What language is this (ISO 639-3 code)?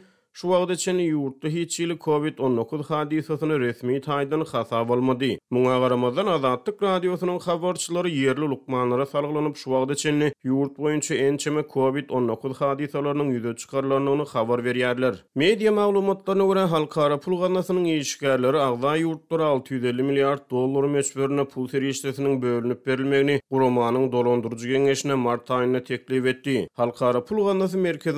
tuk